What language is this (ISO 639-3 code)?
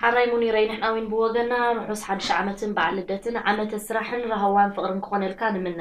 tir